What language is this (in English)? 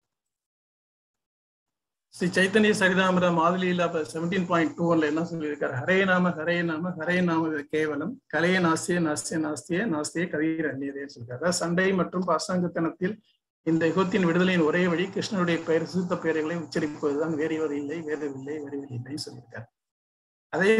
Tamil